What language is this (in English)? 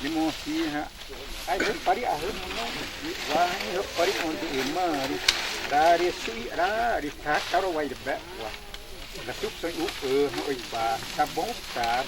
Xavánte